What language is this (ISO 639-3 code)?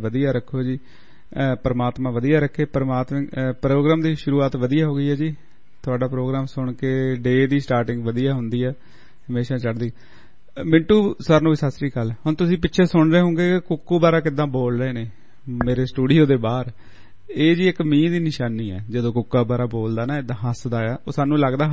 pan